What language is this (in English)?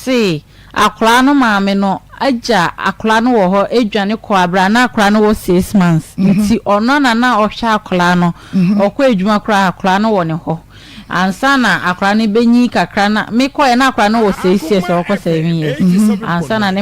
Akan